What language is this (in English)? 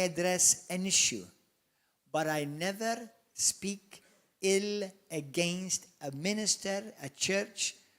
English